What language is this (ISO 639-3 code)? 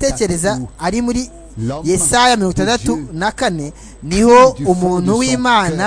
kin